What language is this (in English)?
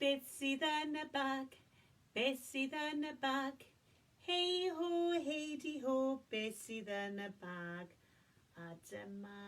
Welsh